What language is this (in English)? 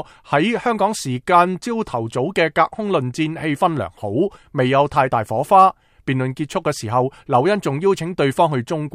Cantonese